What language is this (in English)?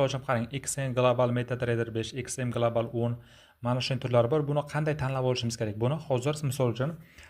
Uzbek